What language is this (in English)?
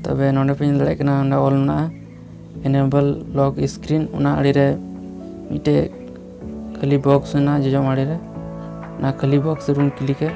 Santali